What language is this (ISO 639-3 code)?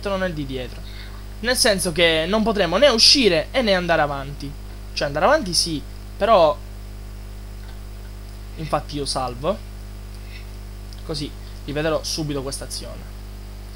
ita